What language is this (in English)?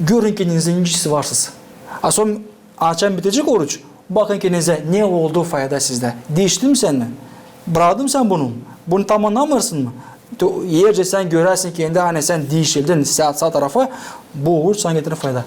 Gagauz